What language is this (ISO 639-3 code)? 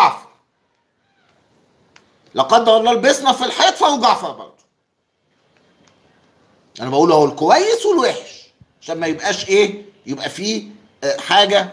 arz